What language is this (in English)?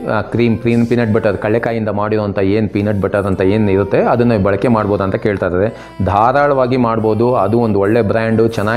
Kannada